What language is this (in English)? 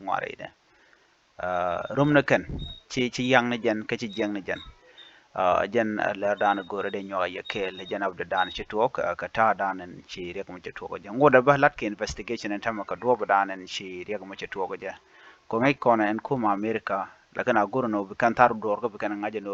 Nuer